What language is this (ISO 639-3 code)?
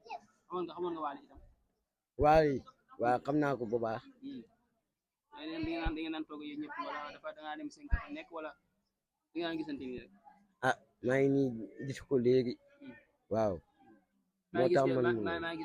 wol